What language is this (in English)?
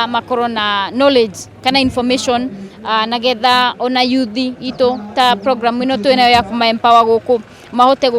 Kikuyu